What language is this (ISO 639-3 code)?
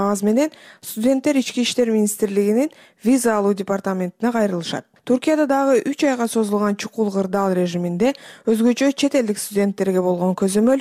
kir